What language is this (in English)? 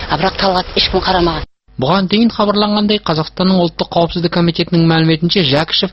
Kazakh